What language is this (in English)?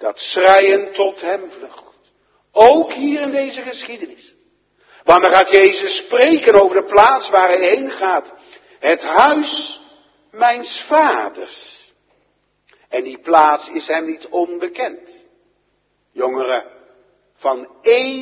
Dutch